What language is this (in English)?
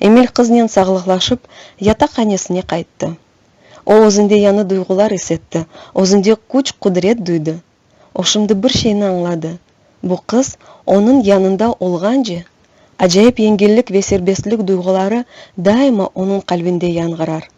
Crimean Tatar